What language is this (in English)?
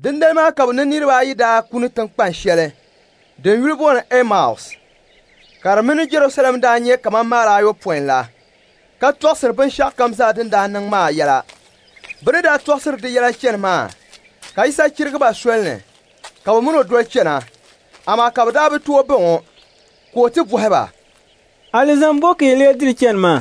Dagbani